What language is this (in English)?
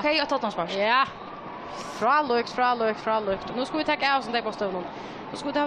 Faroese